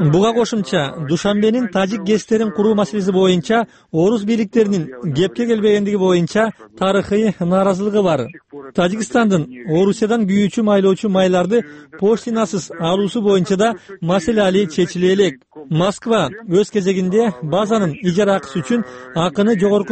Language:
Kyrgyz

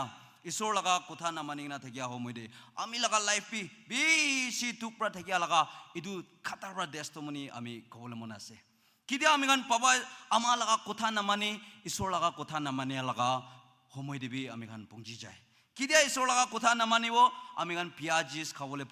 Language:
Naga Pidgin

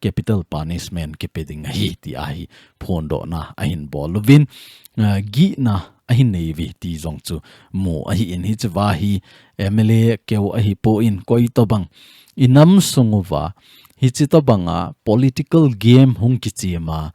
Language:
Thado Chin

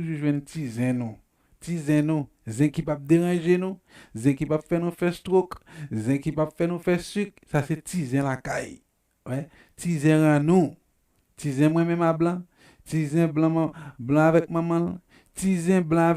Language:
Haitian Creole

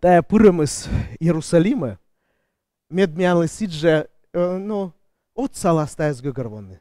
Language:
Komi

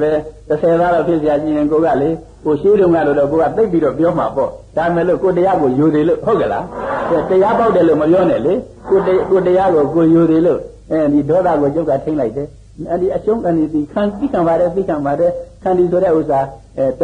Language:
Burmese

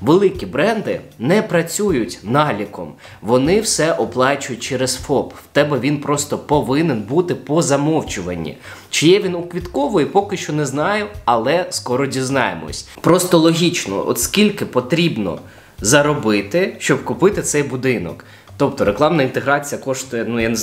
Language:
Ukrainian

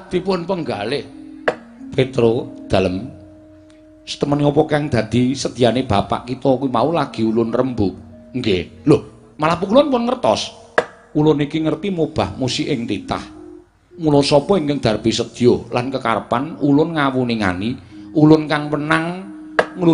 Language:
Javanese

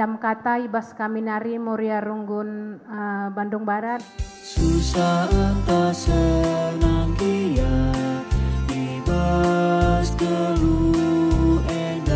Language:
Batak Karo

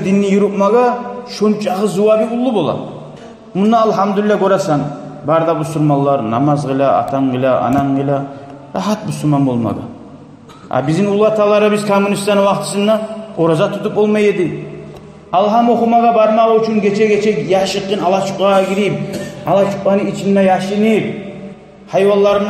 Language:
Kumyk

